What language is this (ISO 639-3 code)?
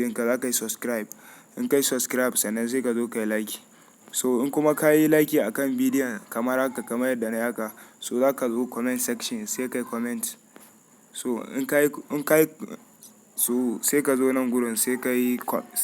hau